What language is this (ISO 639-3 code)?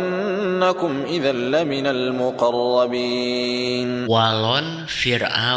sun